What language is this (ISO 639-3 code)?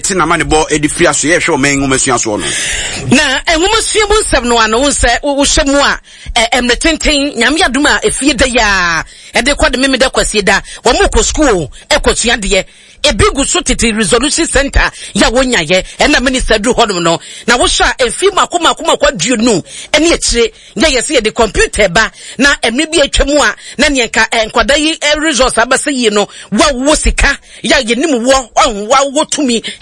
aka